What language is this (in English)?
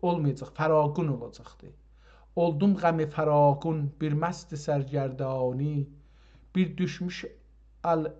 South Azerbaijani